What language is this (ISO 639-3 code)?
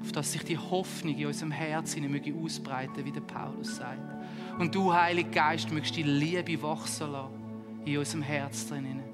gsw